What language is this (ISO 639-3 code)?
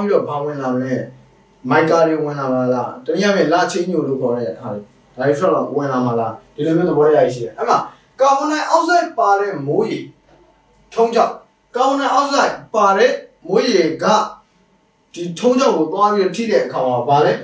mya